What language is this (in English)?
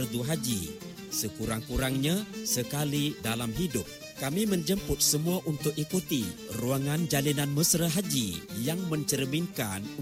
Malay